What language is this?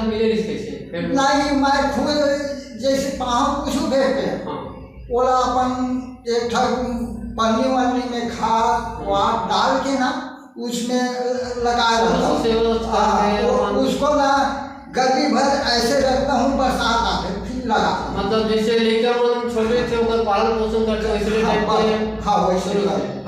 Chhattisgarhi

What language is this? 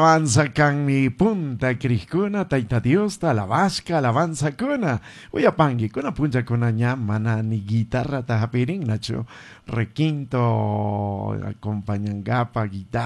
Chimborazo Highland Quichua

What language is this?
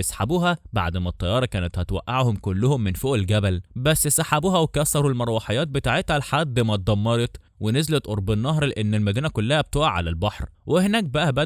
Egyptian Arabic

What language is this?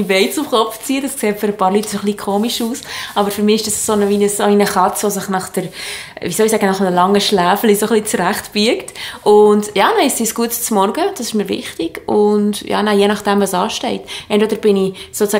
Swiss German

